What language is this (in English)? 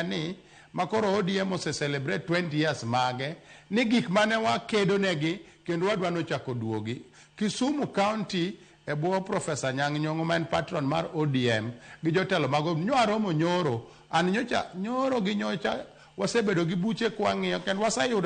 Luo (Kenya and Tanzania)